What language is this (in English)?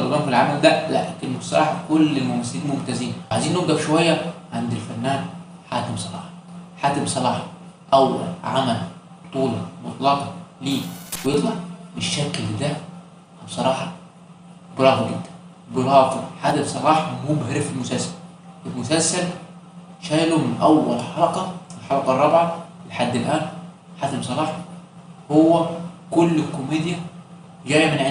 Egyptian Arabic